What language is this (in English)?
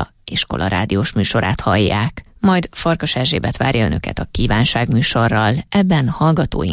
Hungarian